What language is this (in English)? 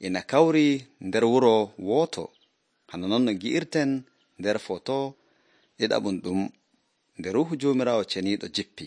Nigerian Fulfulde